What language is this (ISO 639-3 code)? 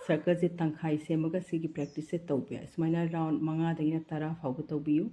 mni